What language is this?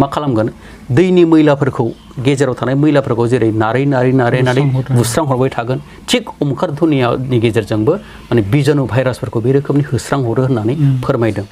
Bodo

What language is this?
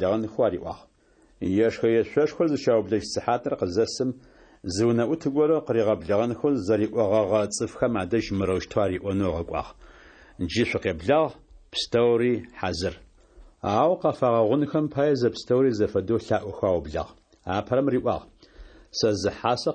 Kabardian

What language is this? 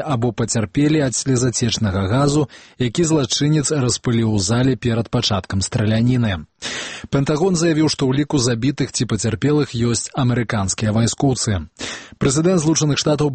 Belarusian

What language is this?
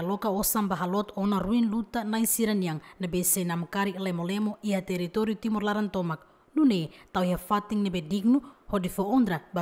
Tetum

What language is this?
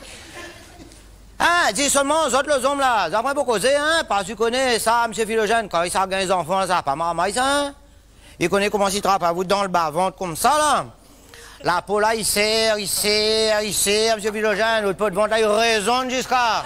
Réunion Creole French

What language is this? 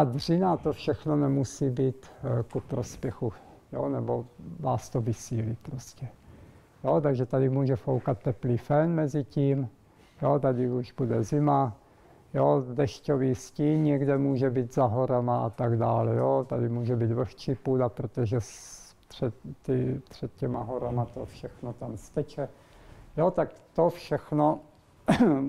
Czech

